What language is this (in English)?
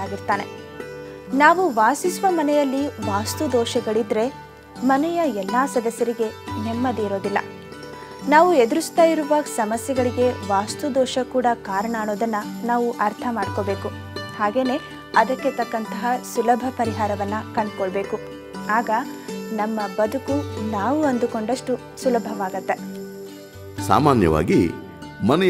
Kannada